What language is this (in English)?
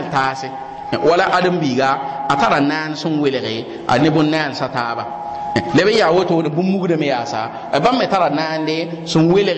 Mossi